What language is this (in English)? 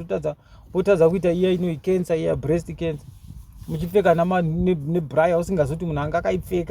Shona